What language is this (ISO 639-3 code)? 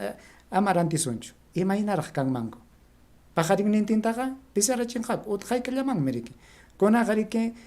quy